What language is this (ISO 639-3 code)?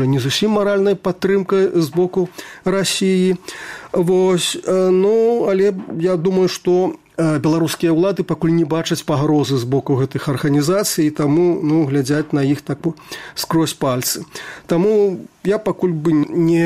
bel